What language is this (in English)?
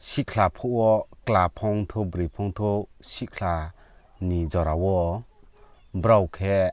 Riang (India)